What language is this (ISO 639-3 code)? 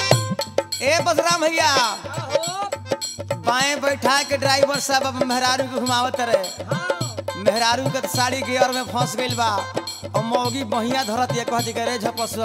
bho